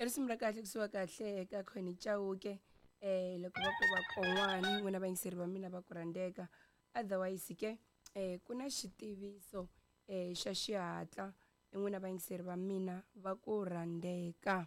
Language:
Tsonga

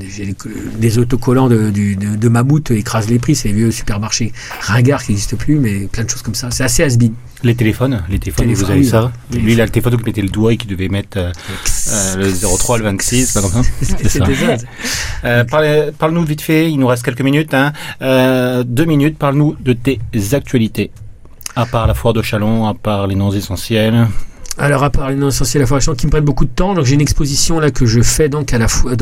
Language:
French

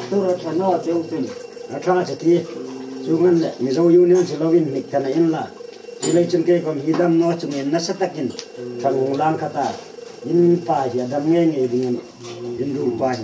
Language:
Hmar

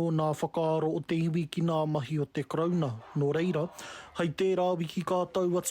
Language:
Māori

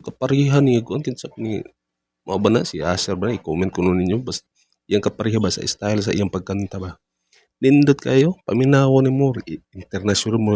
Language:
Cebuano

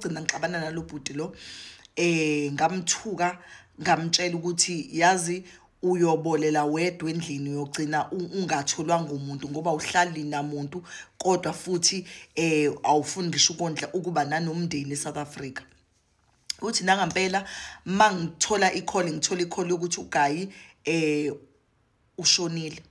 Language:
Zulu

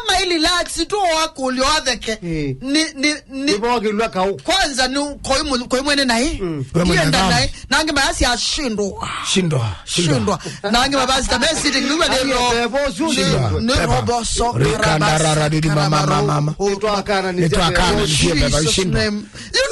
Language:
Kamba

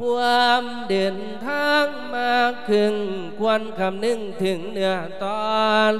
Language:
Lao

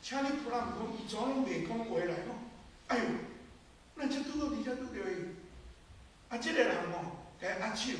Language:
Min Nan Chinese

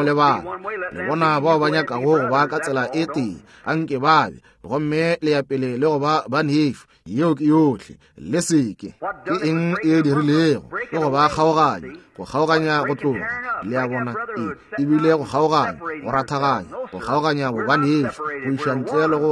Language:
Northern Sotho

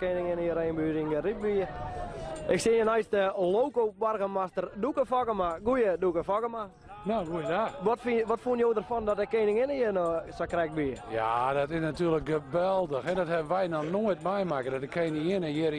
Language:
Western Frisian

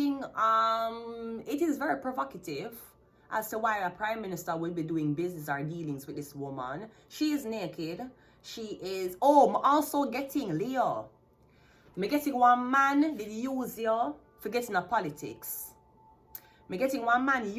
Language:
Jamaican Creole English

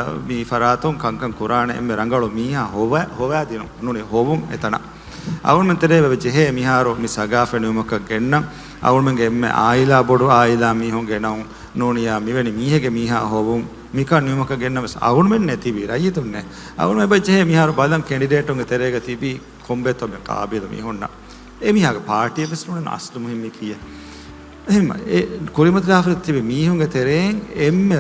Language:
Divehi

